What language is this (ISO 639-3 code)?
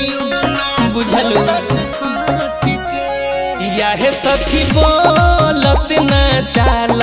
bho